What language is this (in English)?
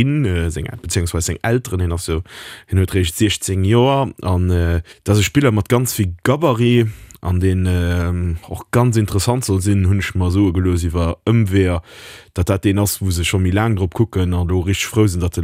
Luxembourgish